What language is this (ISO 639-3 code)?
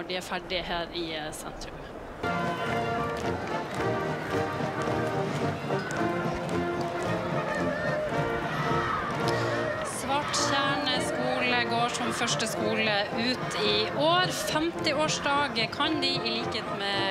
nor